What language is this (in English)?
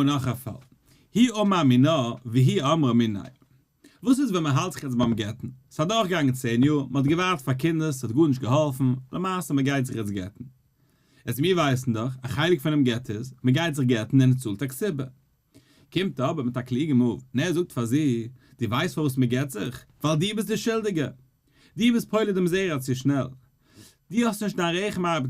Yiddish